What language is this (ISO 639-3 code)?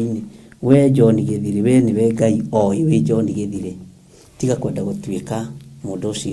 kik